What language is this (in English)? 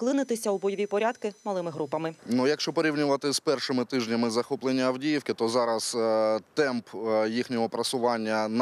Ukrainian